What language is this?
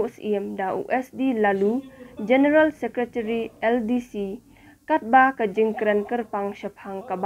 Khasi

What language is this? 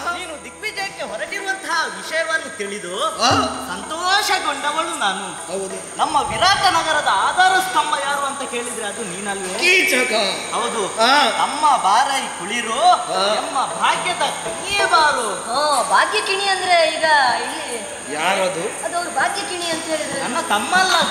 Kannada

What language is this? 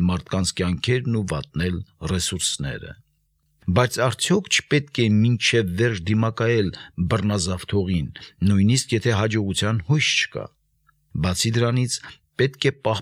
Armenian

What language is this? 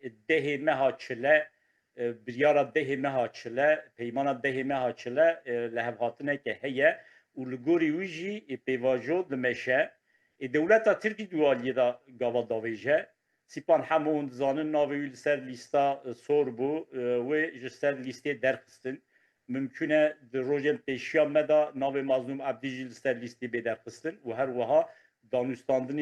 Kurdish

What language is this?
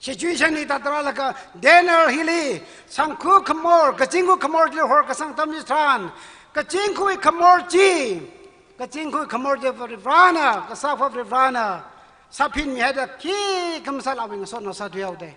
Tangkhul Naga (India)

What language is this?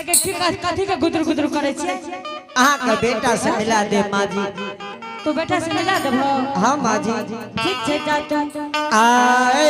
Angika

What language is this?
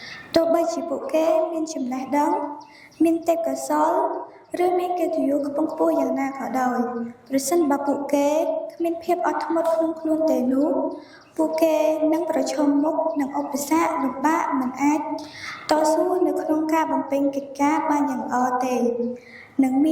Khmer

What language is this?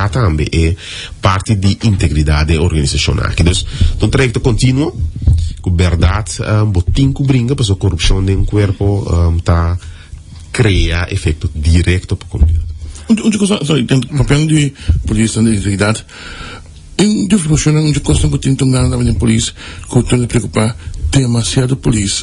Papiamento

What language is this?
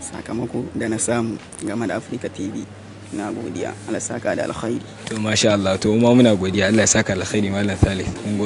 Hausa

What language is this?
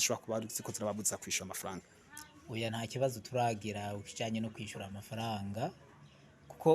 Rundi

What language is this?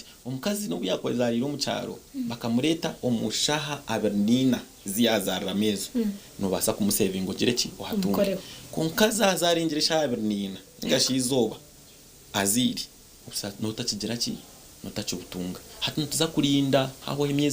Nyankole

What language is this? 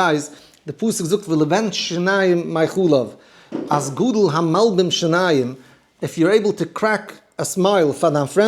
Yiddish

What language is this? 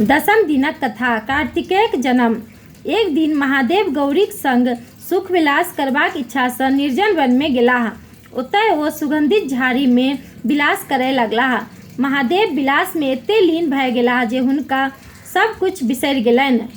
Maithili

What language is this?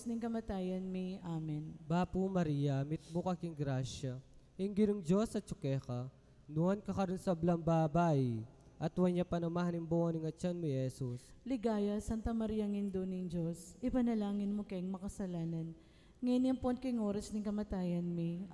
Pampanga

